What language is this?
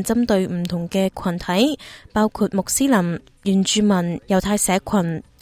Cantonese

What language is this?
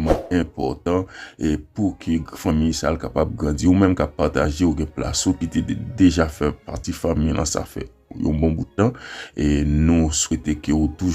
Haitian Creole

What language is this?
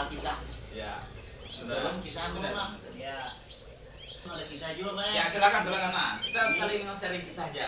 Banjar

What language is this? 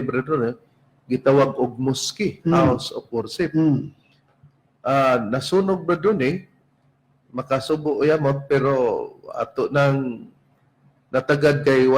Cebuano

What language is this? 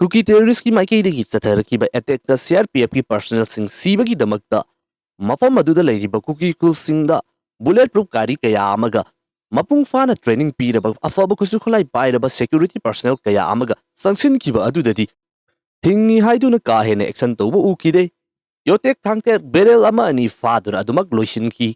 Manipuri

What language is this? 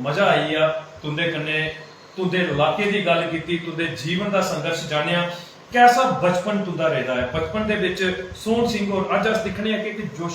Dogri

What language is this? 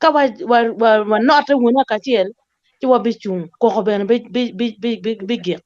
Acoli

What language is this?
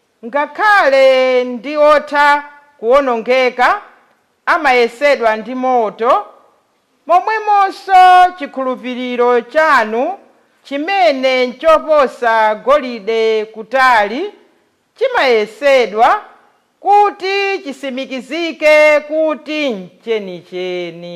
Nyanja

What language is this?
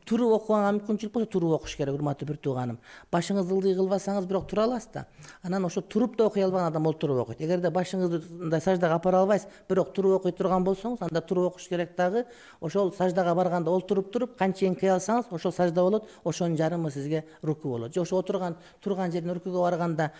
Kyrgyz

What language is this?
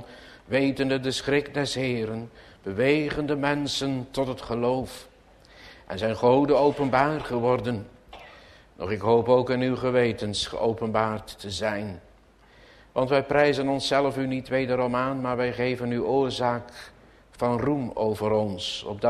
Dutch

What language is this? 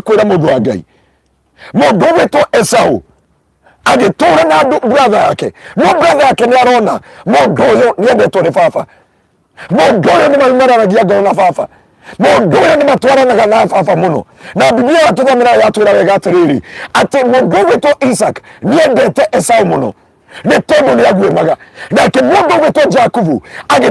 Kikuyu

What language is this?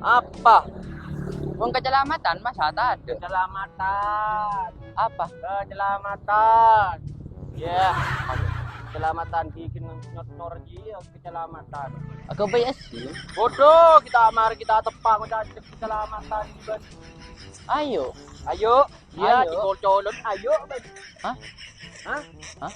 Madurese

